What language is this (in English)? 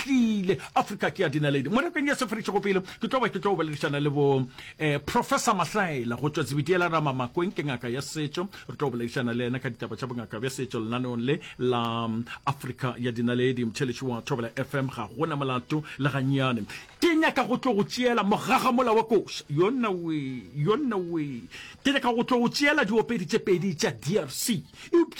Northern Sotho